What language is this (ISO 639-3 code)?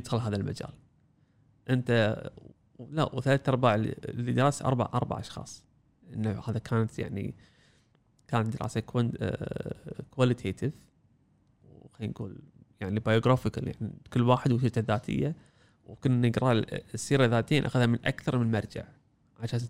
afb